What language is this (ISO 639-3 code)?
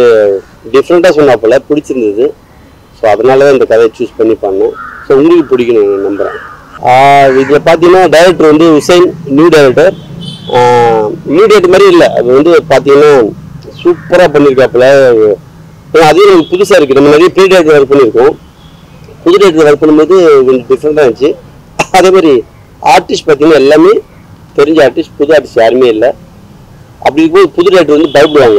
tam